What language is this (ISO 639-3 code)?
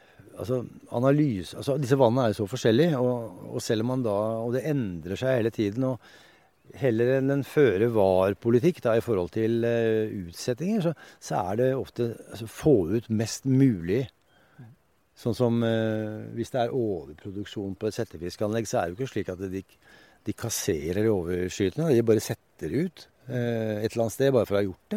nor